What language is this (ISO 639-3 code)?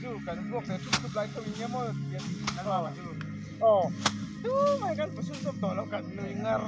lus